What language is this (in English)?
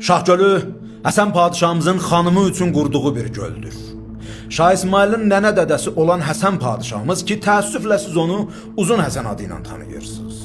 Azerbaijani